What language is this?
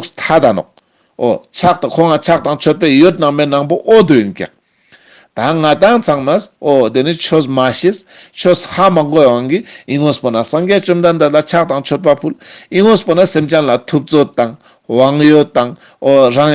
Ladakhi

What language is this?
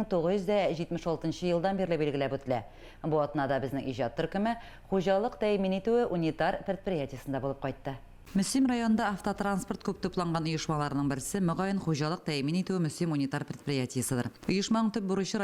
Tatar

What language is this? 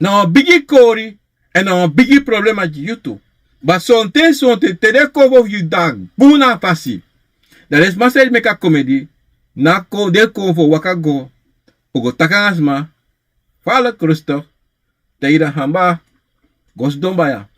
Sranan Tongo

